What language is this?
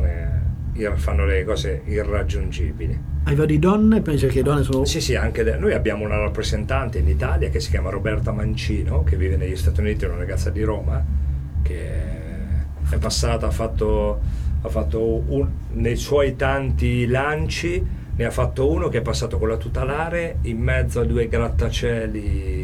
Italian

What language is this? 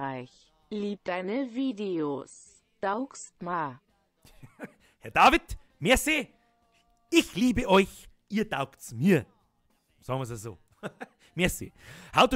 Bavarian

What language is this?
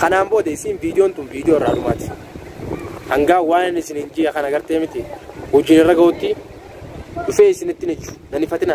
Oromo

